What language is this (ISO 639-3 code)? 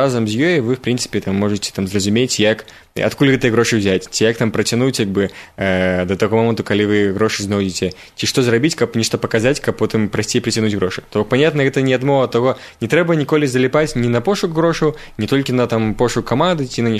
bel